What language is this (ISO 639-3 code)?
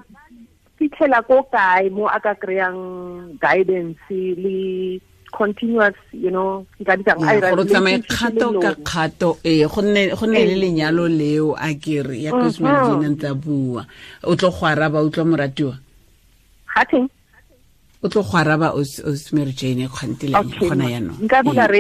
tsn